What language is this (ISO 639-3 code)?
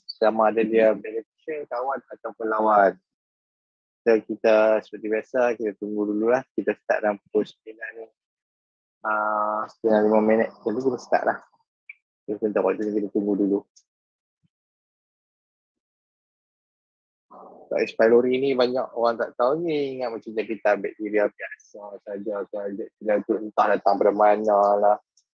msa